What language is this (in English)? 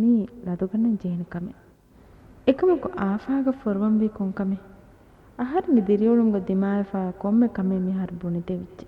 Divehi